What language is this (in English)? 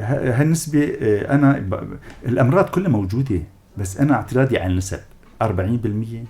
North Levantine Arabic